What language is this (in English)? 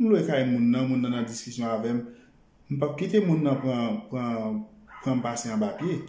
Haitian Creole